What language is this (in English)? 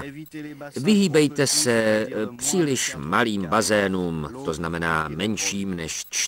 Czech